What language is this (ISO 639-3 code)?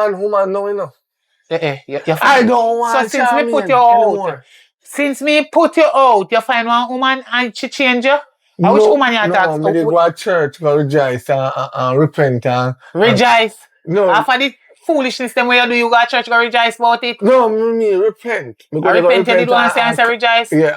jam